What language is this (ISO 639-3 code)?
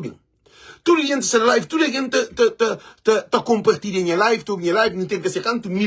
kea